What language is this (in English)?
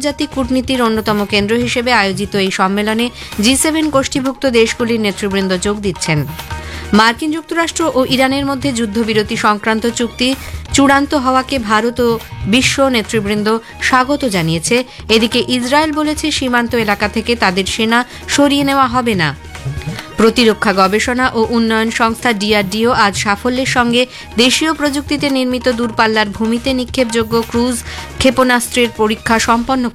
Bangla